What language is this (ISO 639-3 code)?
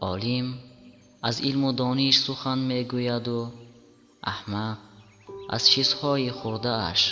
tgk